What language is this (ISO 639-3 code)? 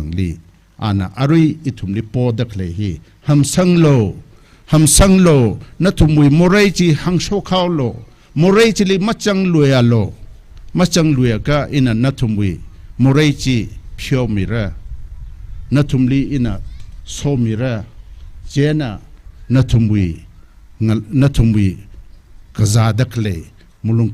nmf